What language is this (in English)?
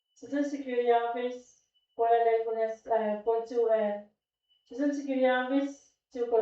Pohnpeian